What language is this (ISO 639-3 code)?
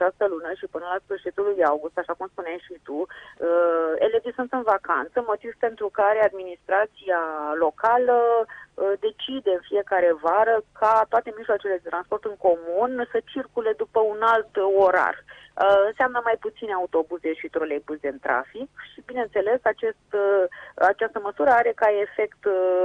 ron